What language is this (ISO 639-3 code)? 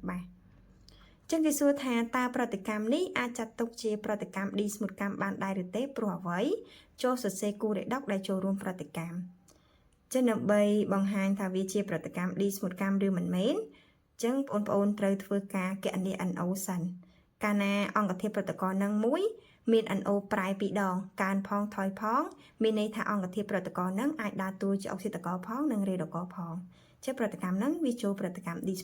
khm